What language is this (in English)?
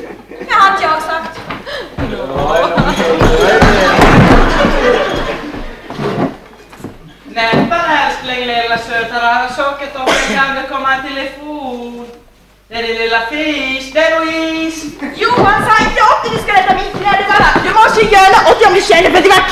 Swedish